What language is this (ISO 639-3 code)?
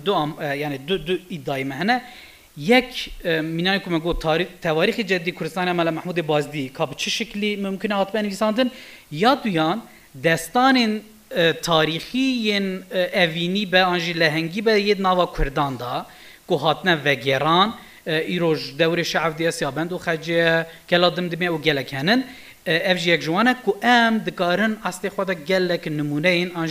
kur